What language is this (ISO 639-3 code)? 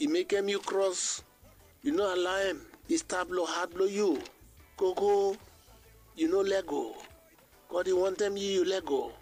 bis